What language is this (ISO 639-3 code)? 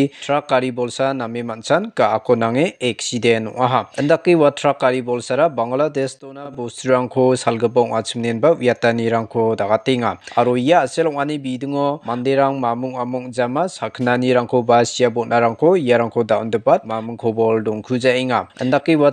grt